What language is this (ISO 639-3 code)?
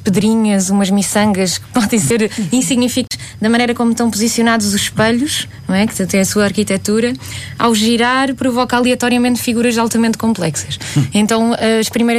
por